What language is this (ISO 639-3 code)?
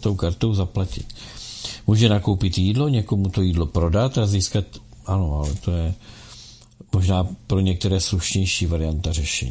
ces